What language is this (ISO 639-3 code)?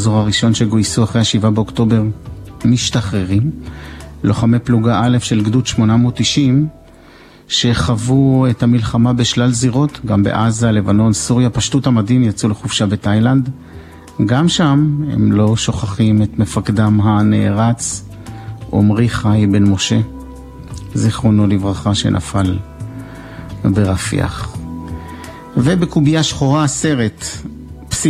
heb